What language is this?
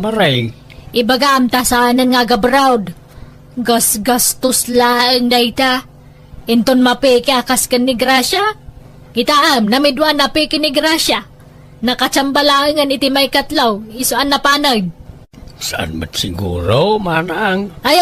Iloko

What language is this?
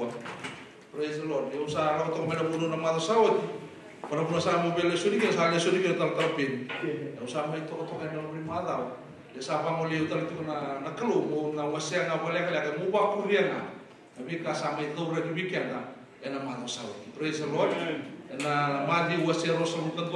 Fijian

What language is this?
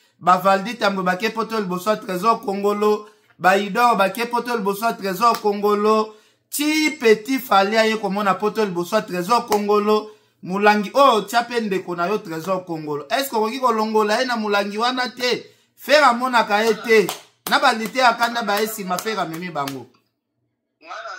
Lingala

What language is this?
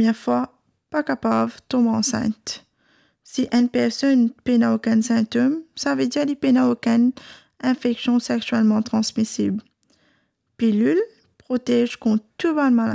Morisyen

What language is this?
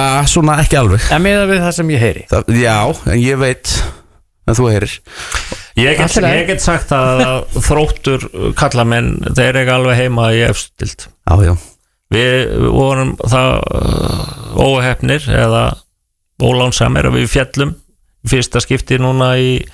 Icelandic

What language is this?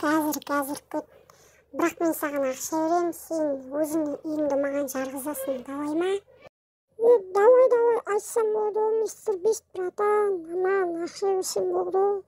Kazakh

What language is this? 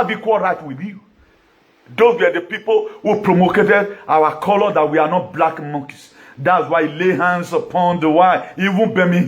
Nigerian Pidgin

